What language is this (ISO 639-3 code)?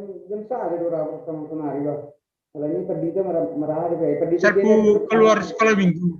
bts